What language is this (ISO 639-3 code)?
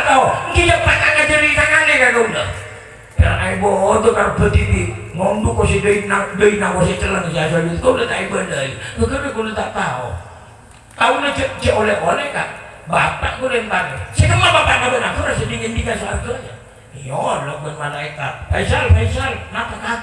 mad